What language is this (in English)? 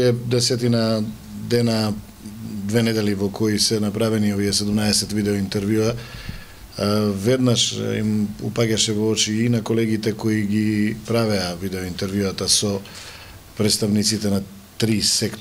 Macedonian